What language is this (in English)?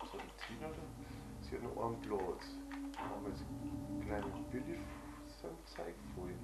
Bavarian